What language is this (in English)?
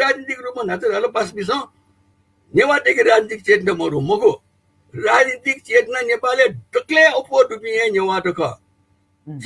Newari